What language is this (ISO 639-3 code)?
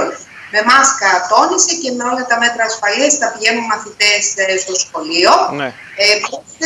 ell